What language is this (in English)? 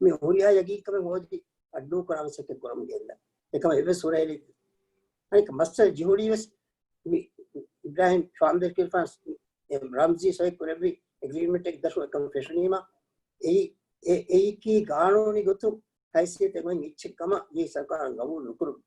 Divehi